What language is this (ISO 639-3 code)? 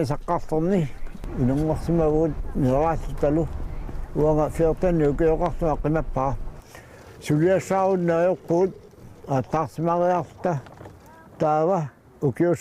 kal